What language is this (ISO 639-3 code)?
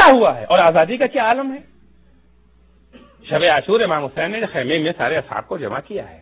urd